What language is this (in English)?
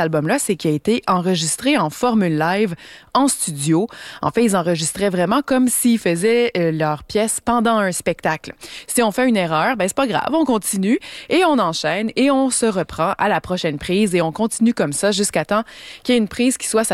French